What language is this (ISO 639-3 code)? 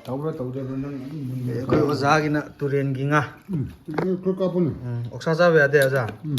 mni